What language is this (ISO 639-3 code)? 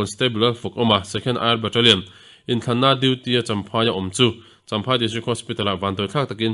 lus